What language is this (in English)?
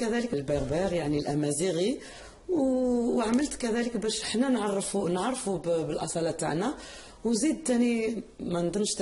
Algerian Arabic